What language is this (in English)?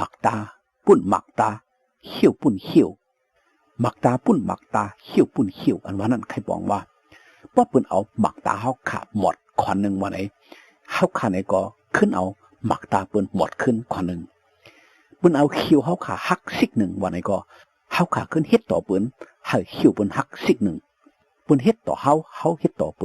Shan